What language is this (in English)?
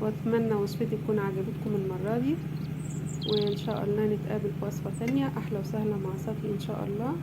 Egyptian Arabic